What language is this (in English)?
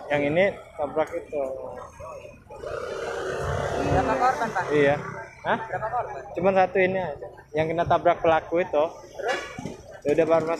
Indonesian